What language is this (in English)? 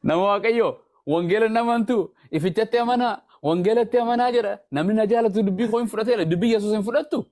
Oromo